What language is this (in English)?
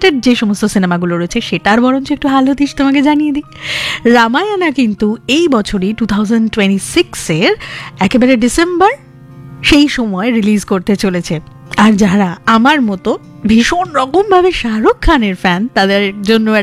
Bangla